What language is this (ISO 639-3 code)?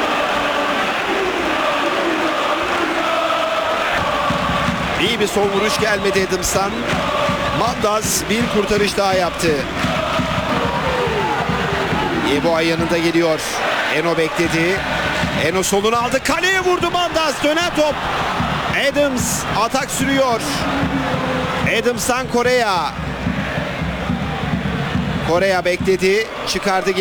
tur